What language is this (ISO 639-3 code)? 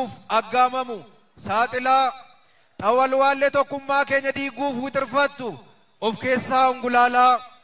orm